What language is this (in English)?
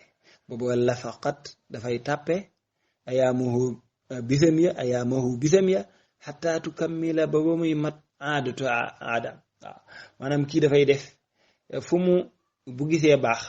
Wolof